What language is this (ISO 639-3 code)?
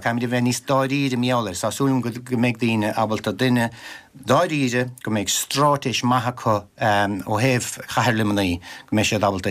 gle